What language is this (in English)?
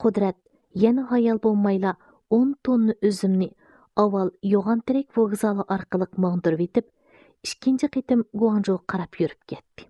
Uyghur